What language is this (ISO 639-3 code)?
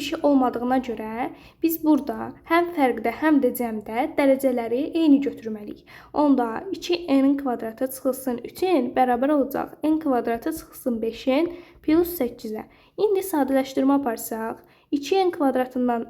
aze